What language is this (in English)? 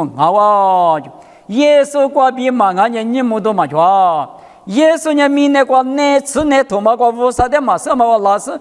Lisu